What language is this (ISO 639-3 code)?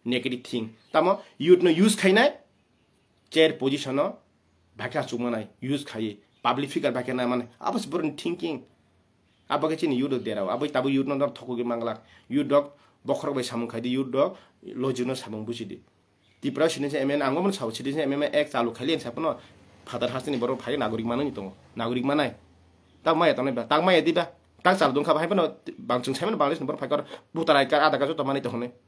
trp